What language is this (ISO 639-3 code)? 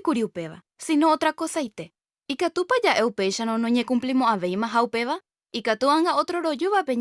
grn